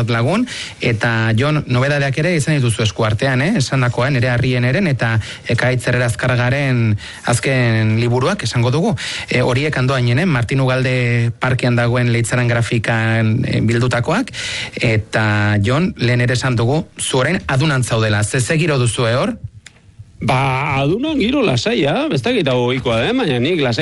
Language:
Basque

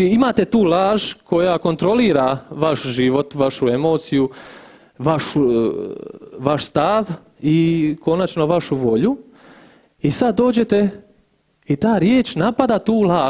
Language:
Croatian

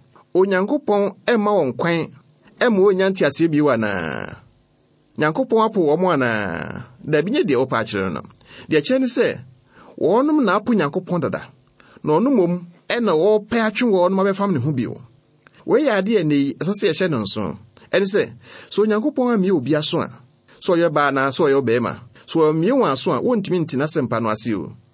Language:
Akan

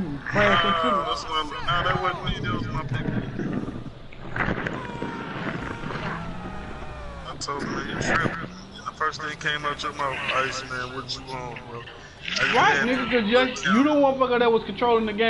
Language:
English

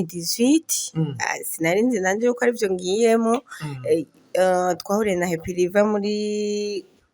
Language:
Rundi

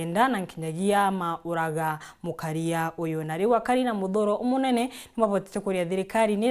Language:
Meru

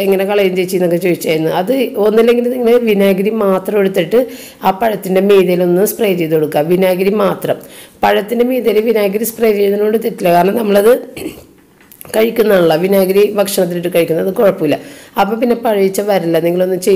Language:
Malayalam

